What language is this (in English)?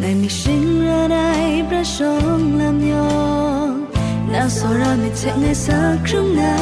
Kachin